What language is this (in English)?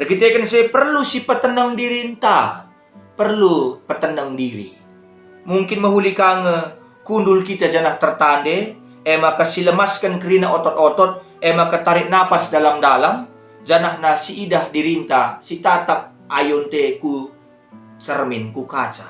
Batak Karo